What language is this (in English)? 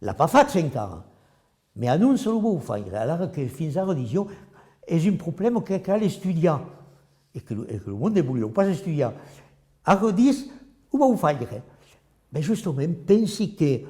Occitan